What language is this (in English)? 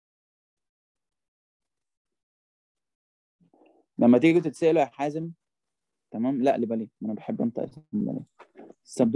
Egyptian Arabic